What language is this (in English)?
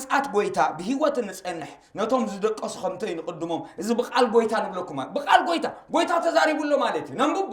Tigrinya